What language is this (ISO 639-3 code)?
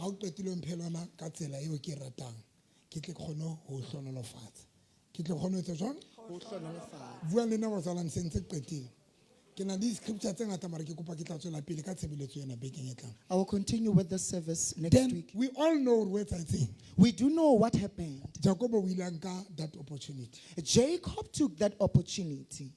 sot